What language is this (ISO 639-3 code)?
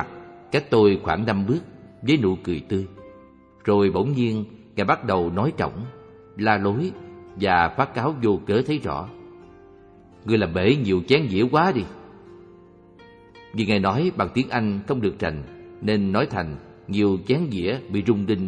vie